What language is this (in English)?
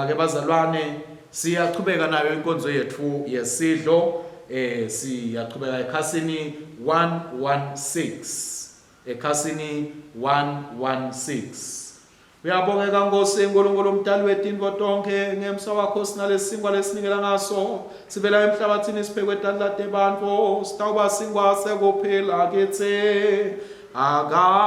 Swati